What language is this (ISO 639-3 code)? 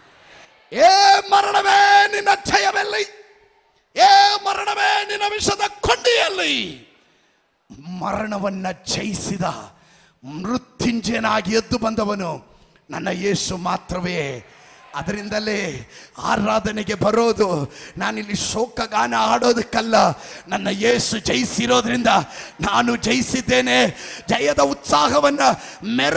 kan